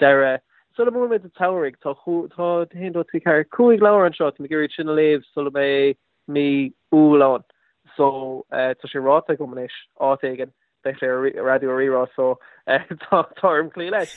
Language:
Irish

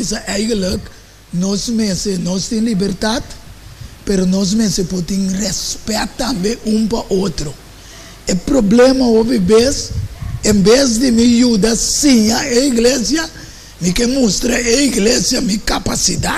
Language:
Papiamento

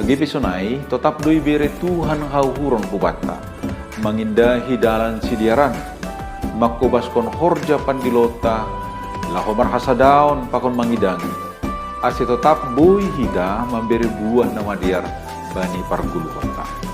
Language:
Batak Simalungun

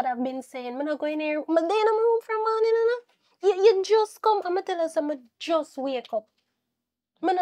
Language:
Jamaican Creole English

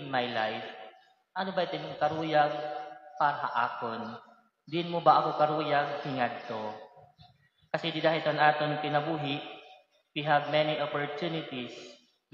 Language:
Waray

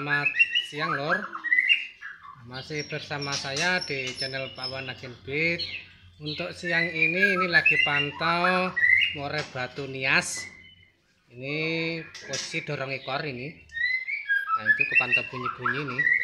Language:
Indonesian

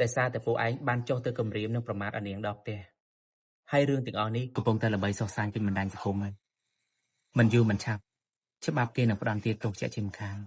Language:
Khmer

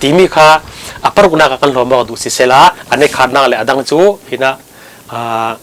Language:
Falam Chin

